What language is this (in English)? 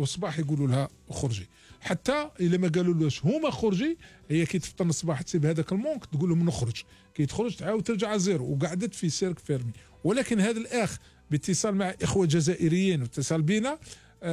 Algerian Arabic